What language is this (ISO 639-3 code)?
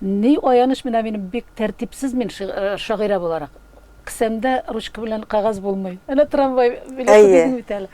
tat